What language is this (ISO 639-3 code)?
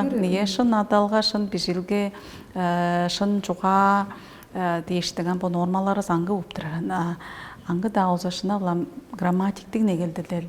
tyv